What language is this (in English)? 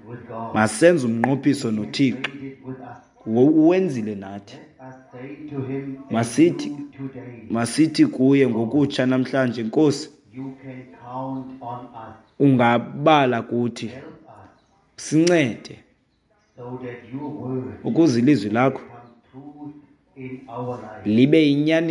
Xhosa